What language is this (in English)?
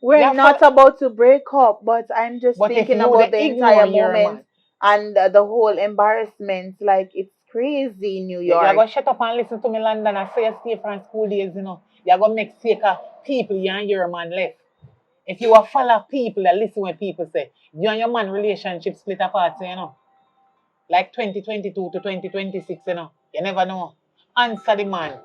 Jamaican Creole English